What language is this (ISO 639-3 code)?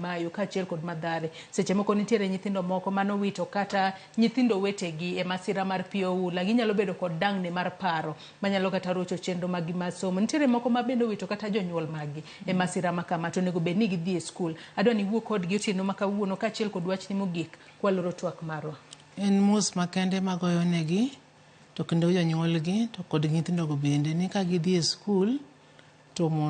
luo